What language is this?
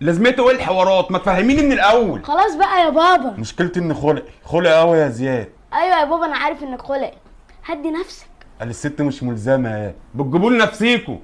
Egyptian Arabic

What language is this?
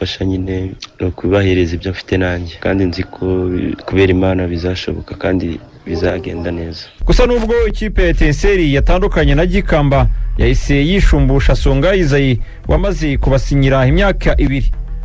Kinyarwanda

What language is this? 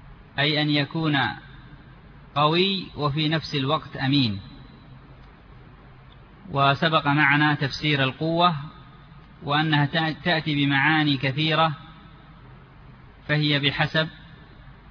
Arabic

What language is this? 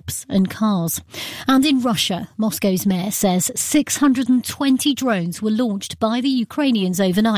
English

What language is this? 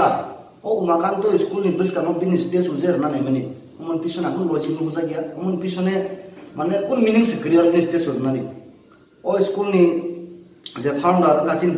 Kok Borok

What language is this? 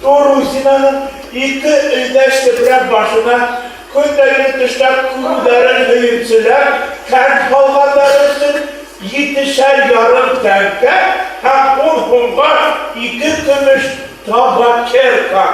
Bashkir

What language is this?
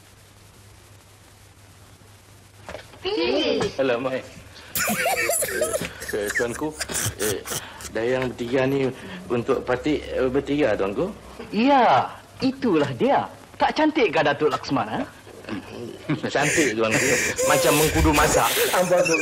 Malay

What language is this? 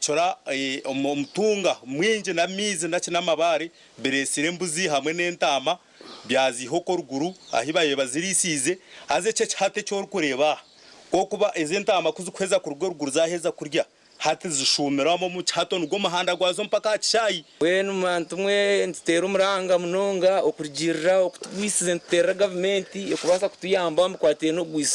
Nyankole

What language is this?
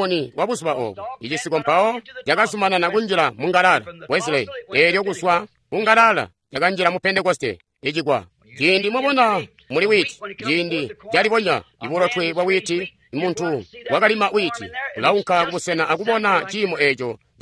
Tonga (Zambia)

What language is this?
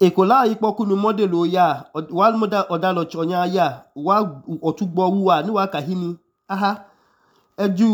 Idoma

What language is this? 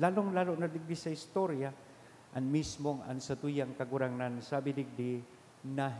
Bikol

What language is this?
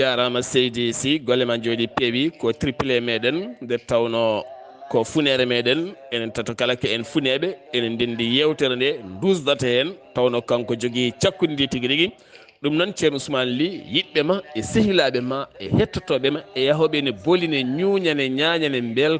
Fula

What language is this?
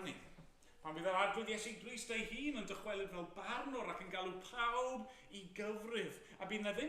Welsh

